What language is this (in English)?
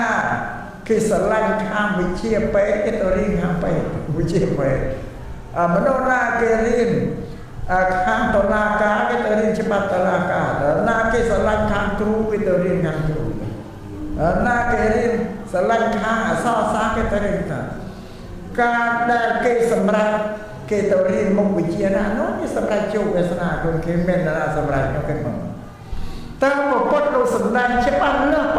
Khmer